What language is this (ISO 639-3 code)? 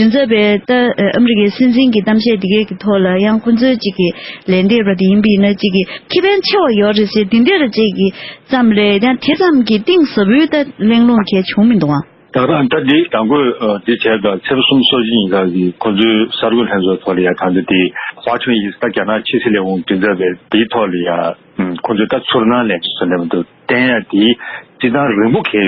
bod